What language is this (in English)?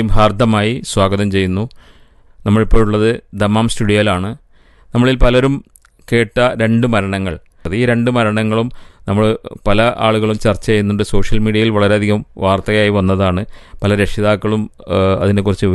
Malayalam